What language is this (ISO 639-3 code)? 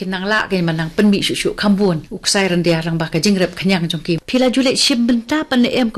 kha